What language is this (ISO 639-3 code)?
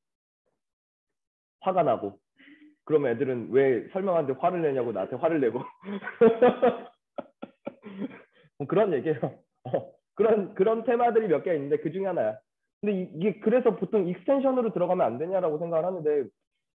kor